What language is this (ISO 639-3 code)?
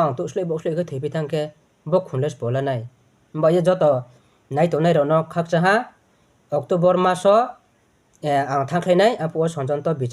ria